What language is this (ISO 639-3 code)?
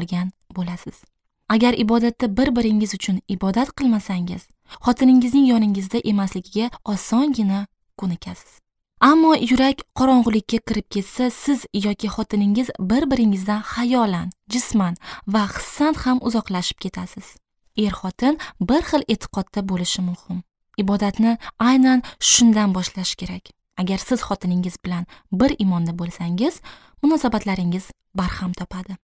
uzb